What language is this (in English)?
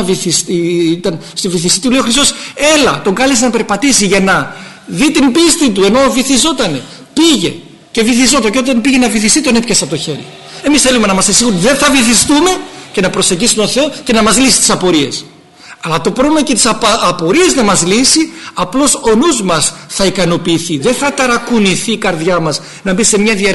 Greek